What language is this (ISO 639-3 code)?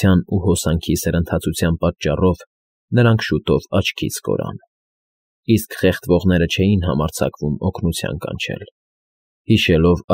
hye